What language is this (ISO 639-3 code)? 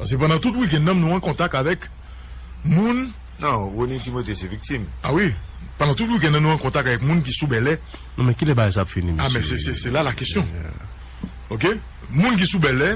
hat